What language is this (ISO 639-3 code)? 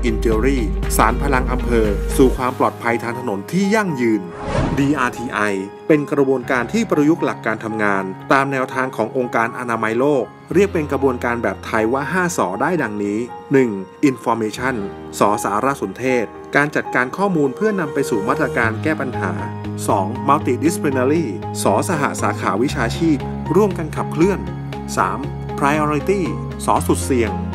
tha